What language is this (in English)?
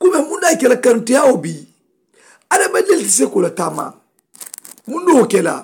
Mandingo